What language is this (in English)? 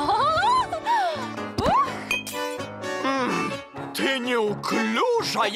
Russian